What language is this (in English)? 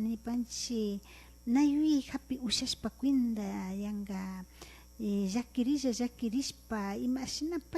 Imbabura Highland Quichua